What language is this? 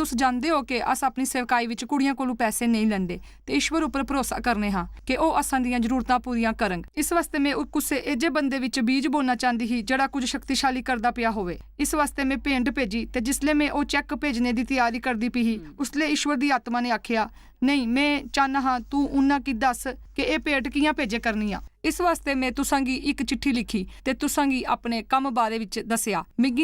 Dogri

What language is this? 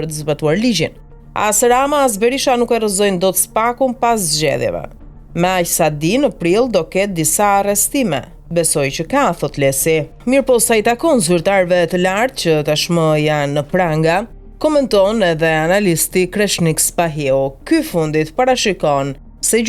Albanian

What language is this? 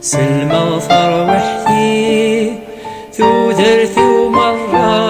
Kabyle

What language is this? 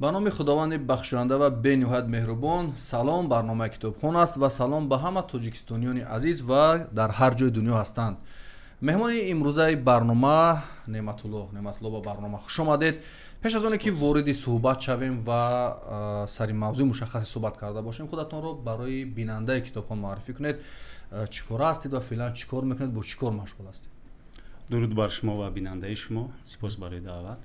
Tajik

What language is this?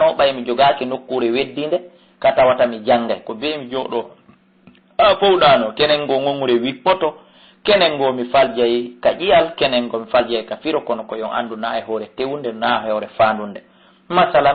Fula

